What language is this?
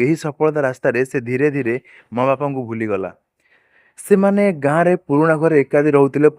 Odia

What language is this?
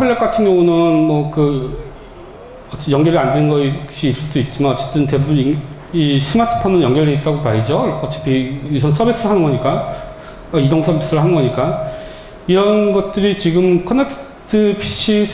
Korean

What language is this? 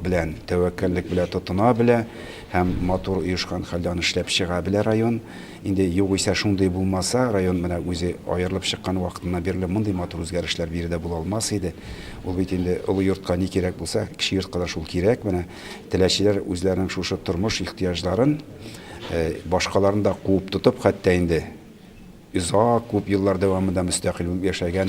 Tatar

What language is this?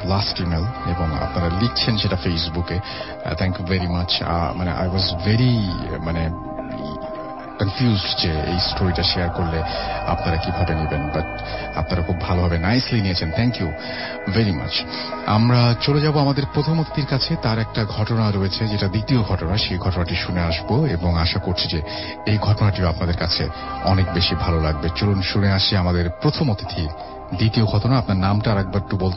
Bangla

